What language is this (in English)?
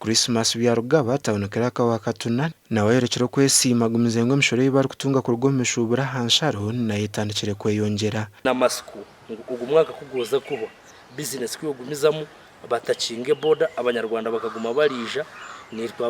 Nyankole